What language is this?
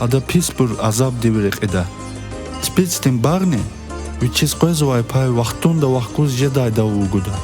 Lezghian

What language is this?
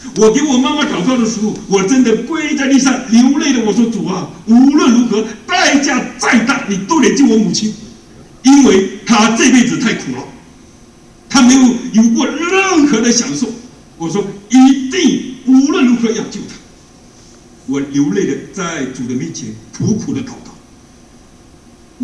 Chinese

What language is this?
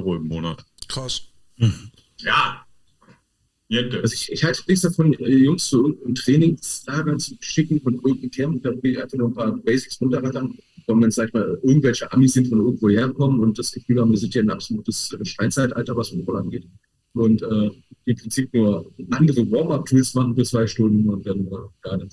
German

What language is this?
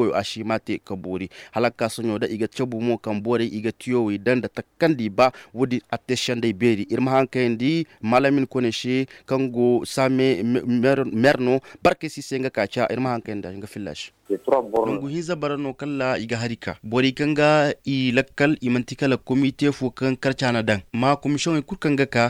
Zarma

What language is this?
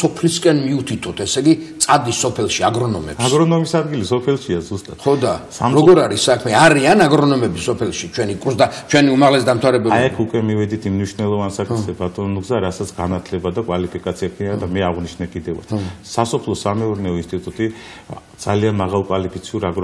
Georgian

